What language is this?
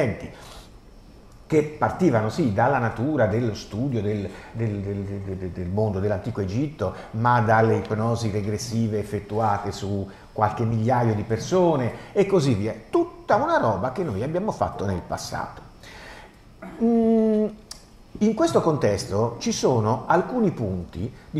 Italian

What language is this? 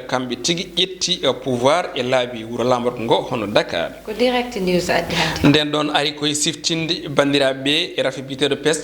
Fula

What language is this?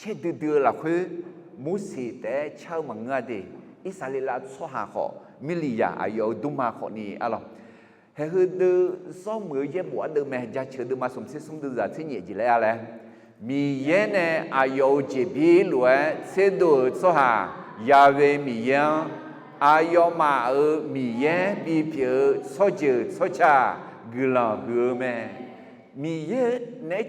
Akha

